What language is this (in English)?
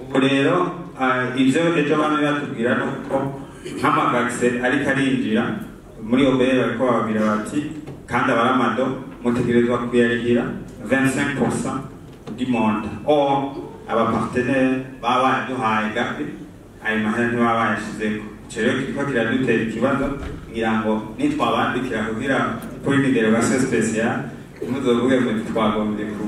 Rundi